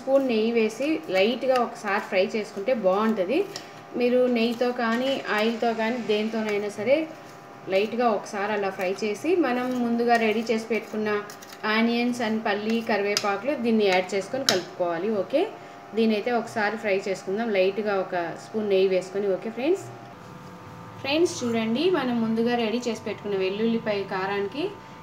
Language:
Telugu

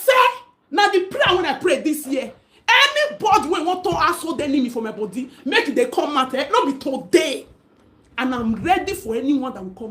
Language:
Nigerian Pidgin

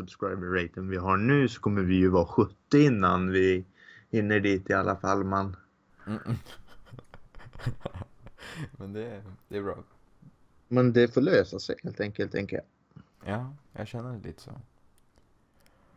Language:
Swedish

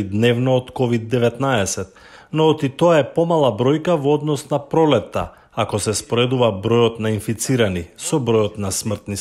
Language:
Macedonian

